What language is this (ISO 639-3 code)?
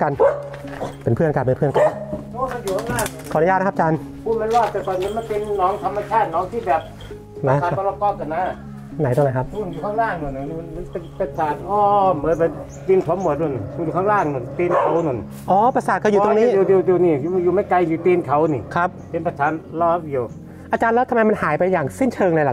tha